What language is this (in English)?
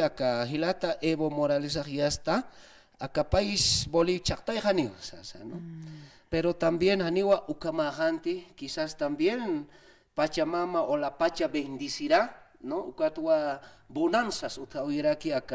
Aymara